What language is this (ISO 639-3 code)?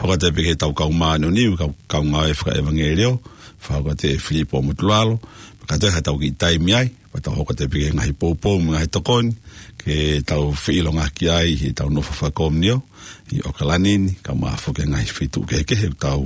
ton